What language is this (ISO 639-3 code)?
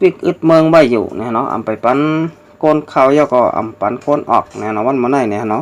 shn